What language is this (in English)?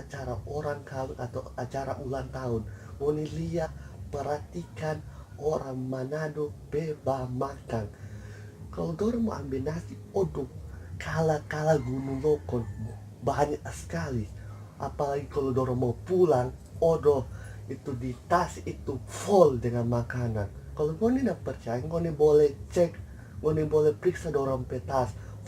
Manado Malay